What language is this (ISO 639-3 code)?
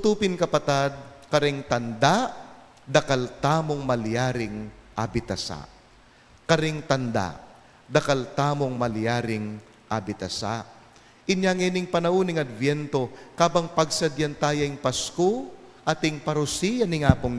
pam